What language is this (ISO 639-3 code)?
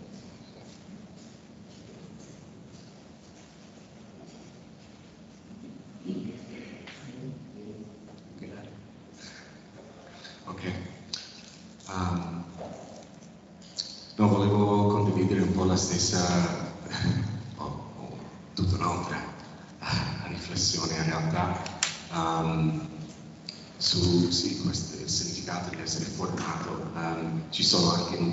ita